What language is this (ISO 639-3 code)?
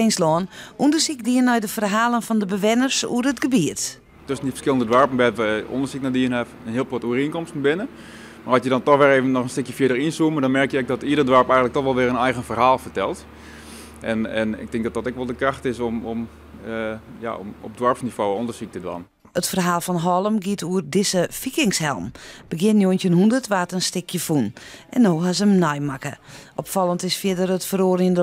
fry